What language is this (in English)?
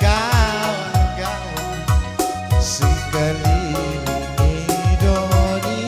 Batak Karo